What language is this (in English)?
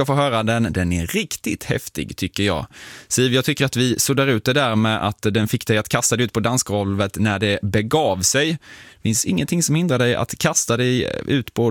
Swedish